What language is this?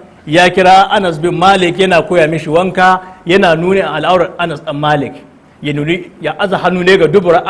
Hausa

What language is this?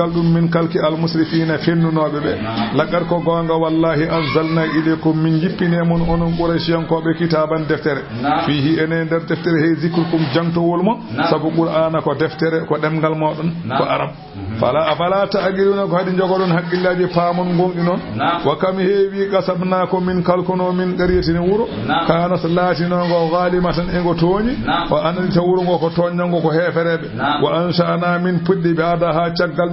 Fula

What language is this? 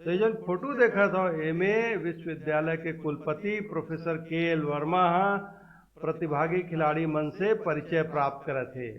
Chhattisgarhi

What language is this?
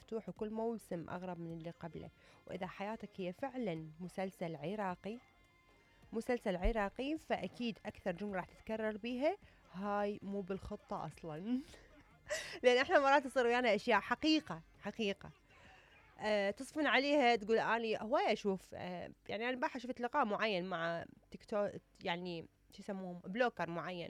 Mesopotamian Arabic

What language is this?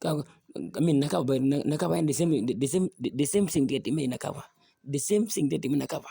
Acoli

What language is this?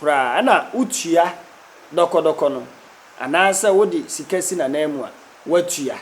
Akan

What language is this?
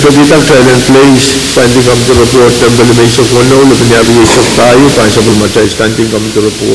Pohnpeian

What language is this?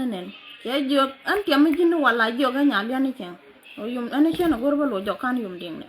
Nuer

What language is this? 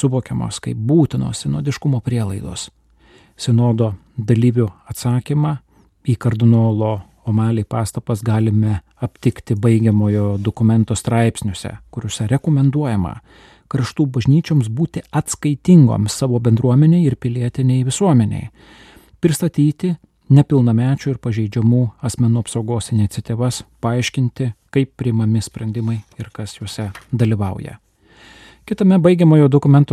Lithuanian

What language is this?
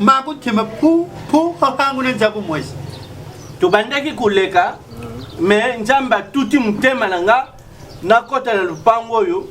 Lingala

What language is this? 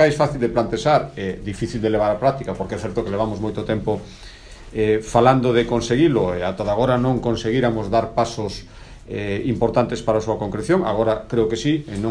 Galician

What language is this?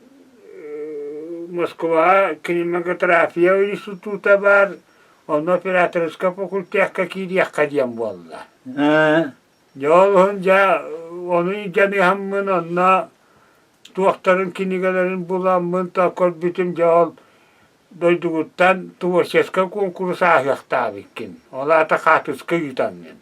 Yakut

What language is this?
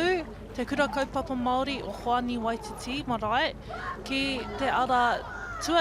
Māori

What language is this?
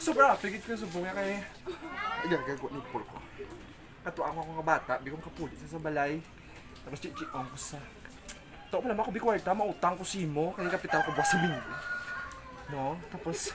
Hiligaynon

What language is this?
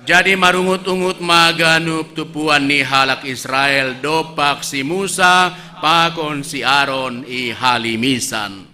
Batak Simalungun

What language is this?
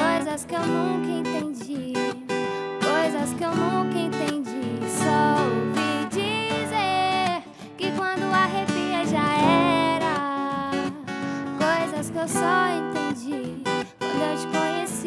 Portuguese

